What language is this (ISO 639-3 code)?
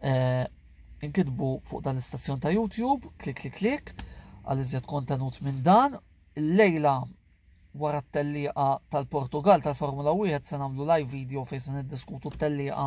mlt